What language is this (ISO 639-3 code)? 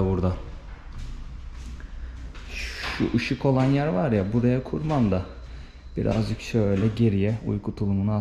tur